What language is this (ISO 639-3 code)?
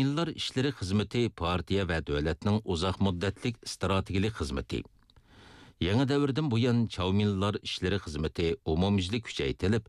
uig